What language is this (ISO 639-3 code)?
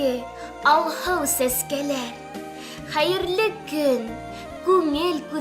bak